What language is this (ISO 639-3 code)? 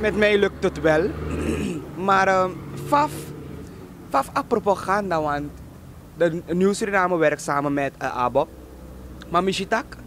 srn